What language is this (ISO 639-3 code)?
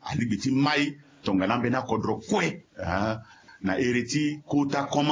sag